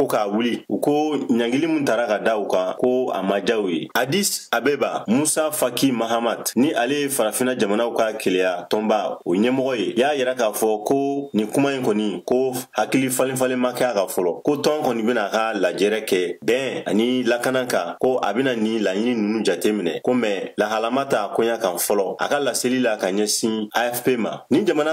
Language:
Bambara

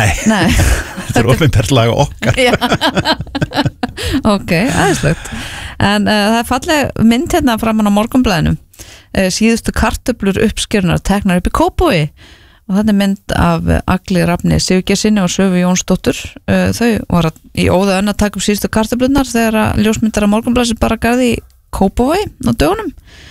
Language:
Icelandic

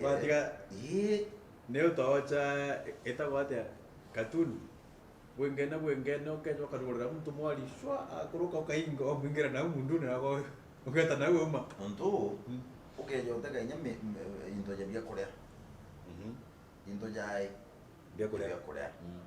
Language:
Meru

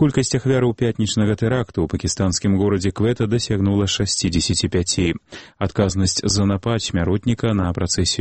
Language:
Belarusian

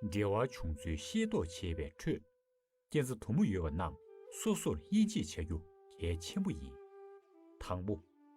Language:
Tibetan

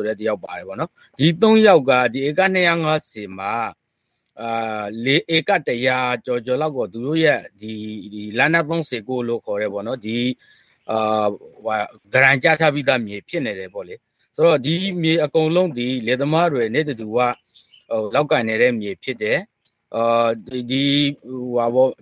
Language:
Burmese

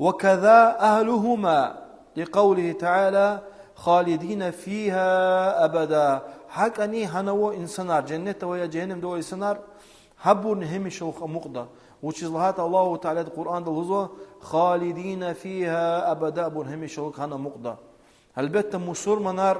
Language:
Lezghian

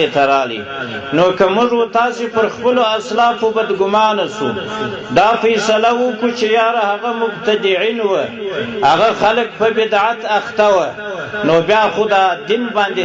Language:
Pashto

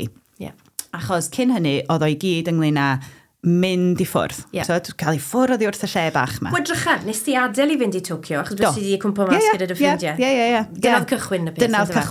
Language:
Welsh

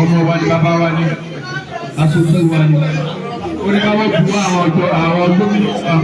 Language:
Yoruba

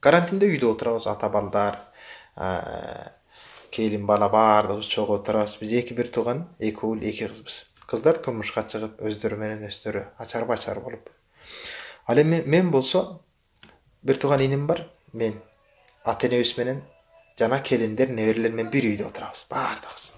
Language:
Kyrgyz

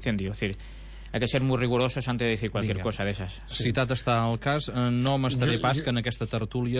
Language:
Catalan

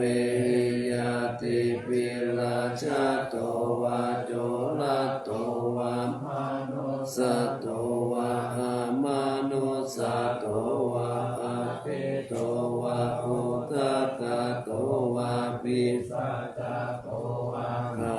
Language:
Pali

